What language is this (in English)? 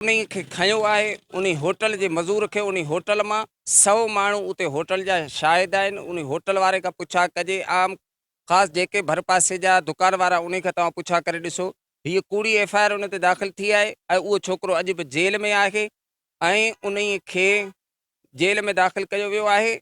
Sindhi